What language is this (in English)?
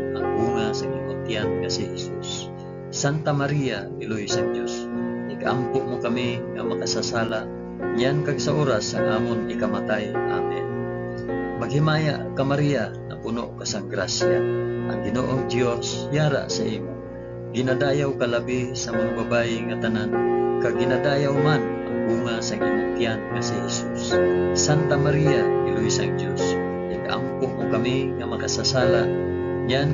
Hiligaynon